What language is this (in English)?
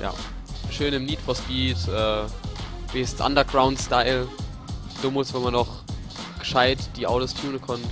Palatine German